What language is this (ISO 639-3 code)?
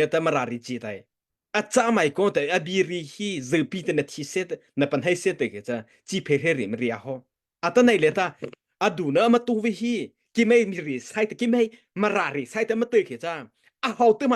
mrh